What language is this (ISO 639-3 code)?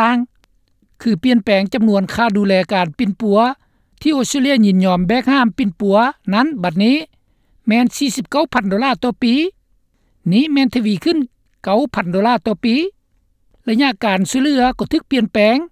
lao